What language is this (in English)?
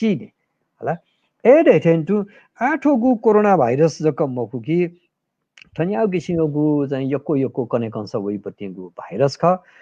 Newari